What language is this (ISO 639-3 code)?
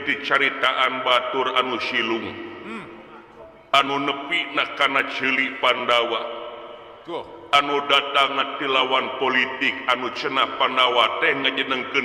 sun